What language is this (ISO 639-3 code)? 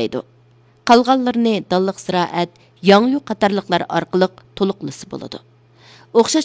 uig